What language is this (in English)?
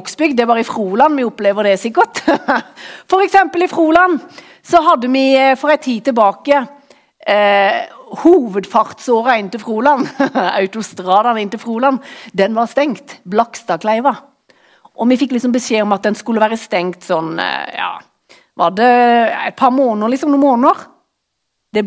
Norwegian